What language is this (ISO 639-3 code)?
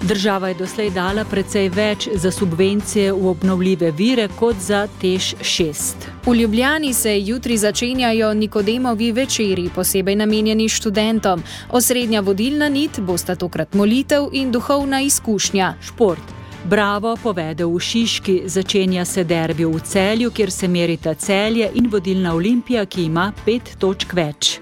slv